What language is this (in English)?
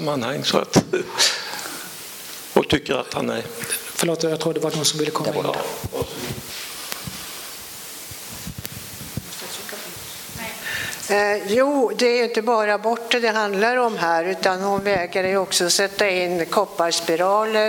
Swedish